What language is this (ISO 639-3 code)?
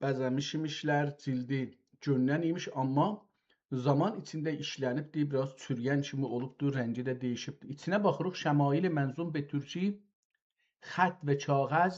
azb